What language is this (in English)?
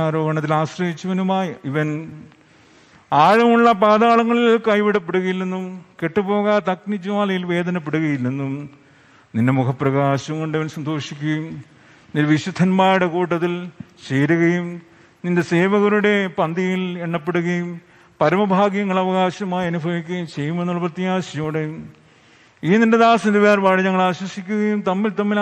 Malayalam